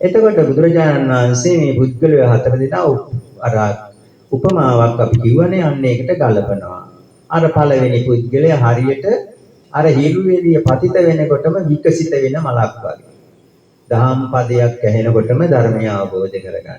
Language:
Sinhala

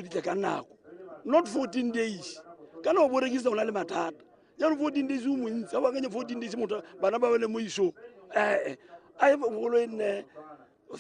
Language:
Tswana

